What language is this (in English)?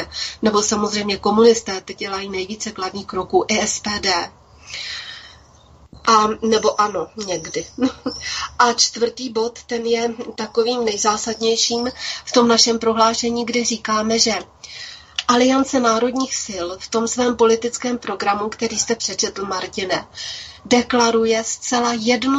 Czech